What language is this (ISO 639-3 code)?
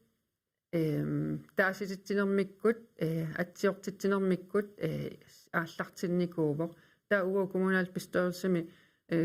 kal